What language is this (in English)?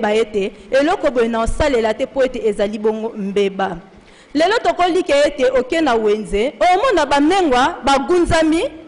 Lingala